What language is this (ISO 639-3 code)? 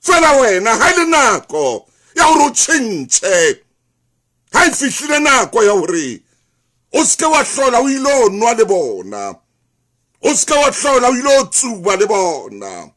sot